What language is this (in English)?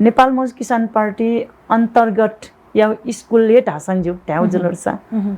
Newari